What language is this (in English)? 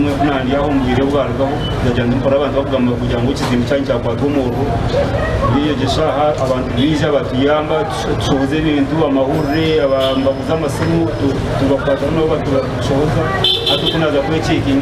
Nyankole